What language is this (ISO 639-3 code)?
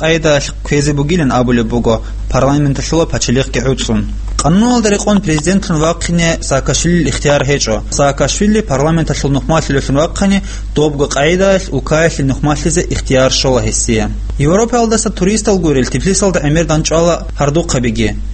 ava